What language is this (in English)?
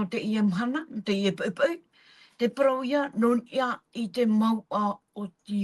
Tahitian